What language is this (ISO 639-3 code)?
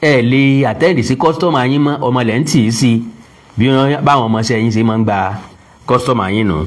yor